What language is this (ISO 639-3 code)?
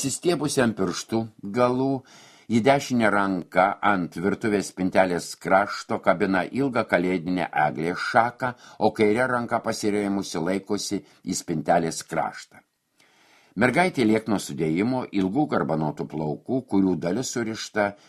lit